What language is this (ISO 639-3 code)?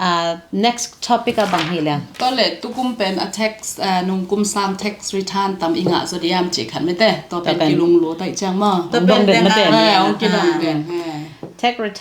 ctd